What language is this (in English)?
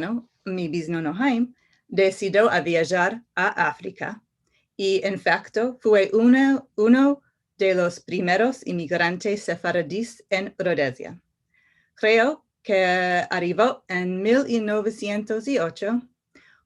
Ladino